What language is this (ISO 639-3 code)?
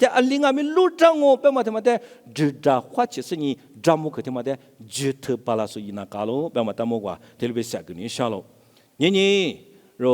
lis